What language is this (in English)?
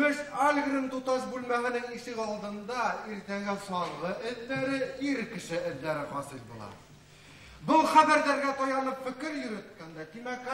Bashkir